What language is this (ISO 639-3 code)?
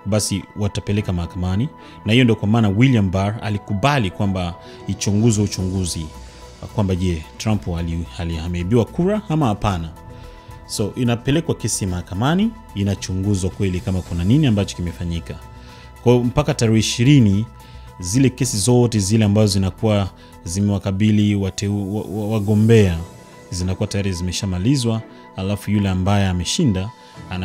swa